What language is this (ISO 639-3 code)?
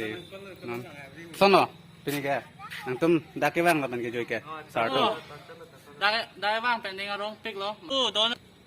mjw